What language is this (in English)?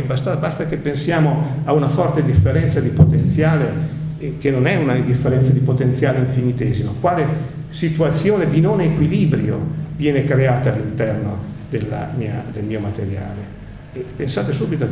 Italian